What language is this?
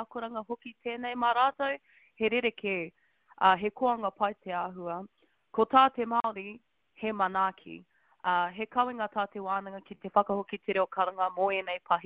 Māori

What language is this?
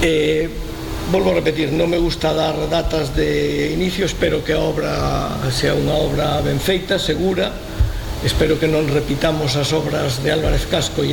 Galician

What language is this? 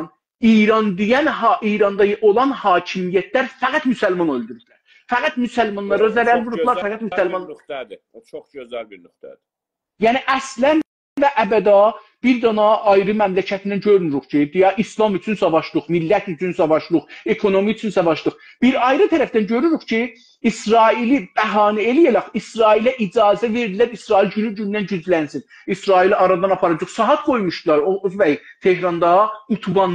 South Azerbaijani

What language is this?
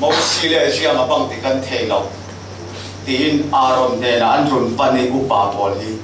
Falam Chin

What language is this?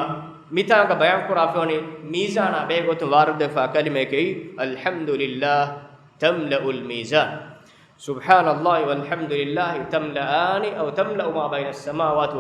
Divehi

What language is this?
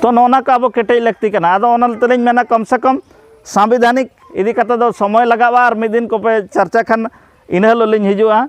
Santali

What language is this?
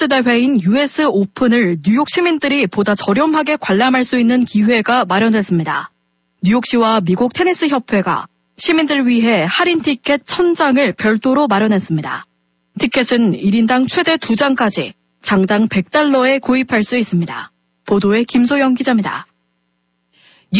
Korean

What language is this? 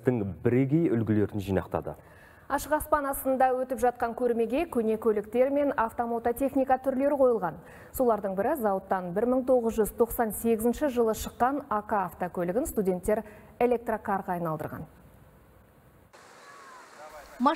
Kazakh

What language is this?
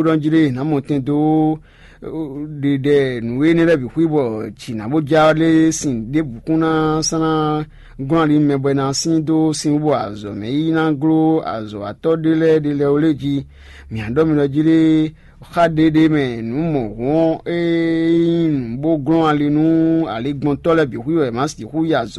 Fon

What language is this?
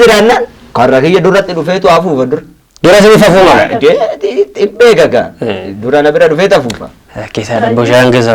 Oromo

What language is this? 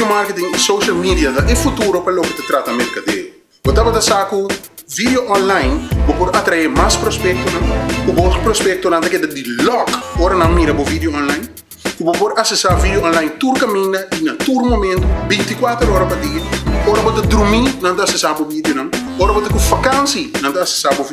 Papiamento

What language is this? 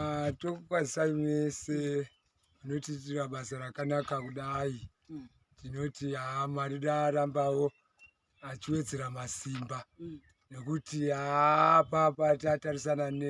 Shona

